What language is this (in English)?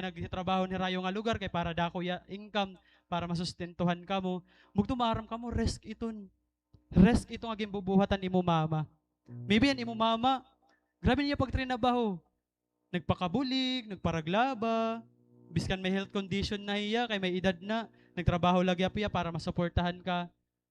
Waray